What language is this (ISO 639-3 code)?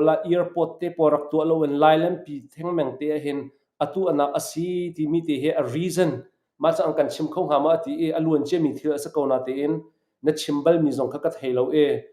cnh